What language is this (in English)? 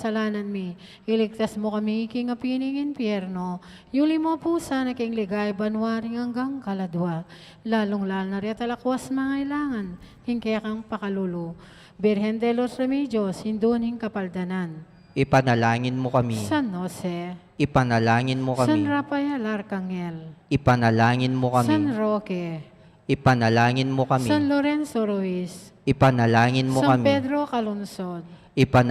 Pampanga